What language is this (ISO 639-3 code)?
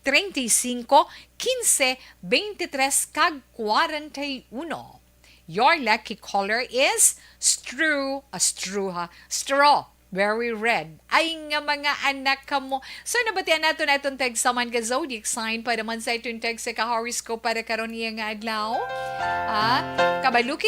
hil